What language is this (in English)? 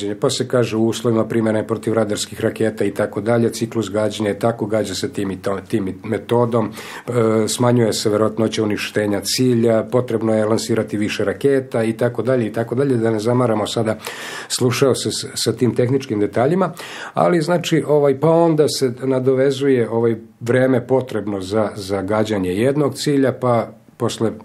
Serbian